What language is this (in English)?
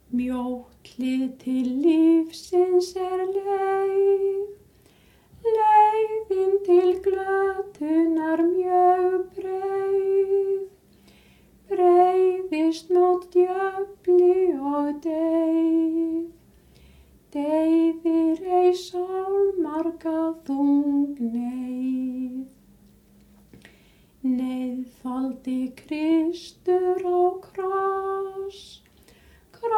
Icelandic